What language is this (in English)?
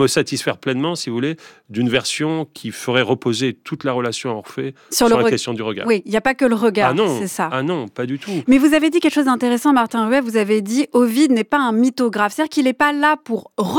French